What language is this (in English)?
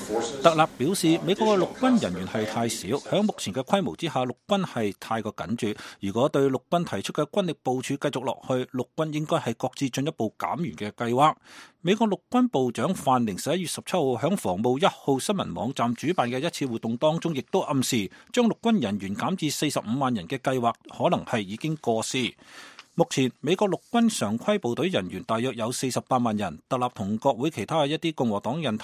Cantonese